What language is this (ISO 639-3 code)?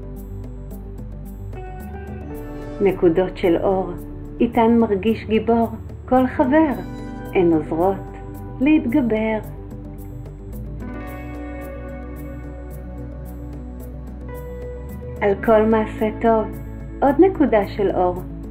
heb